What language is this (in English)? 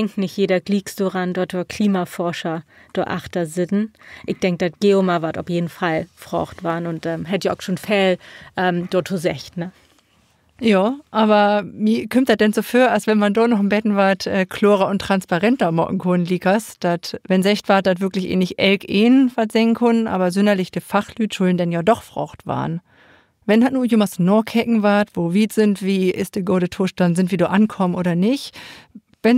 Low German